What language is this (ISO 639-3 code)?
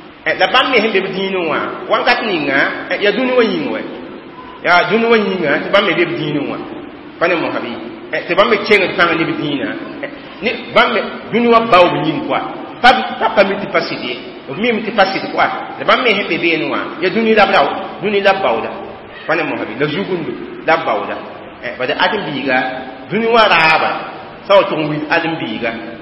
mos